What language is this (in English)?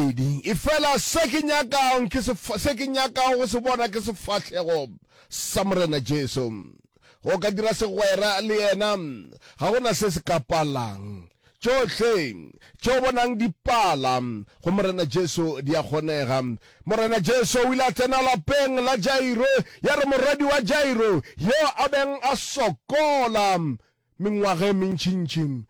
Northern Sotho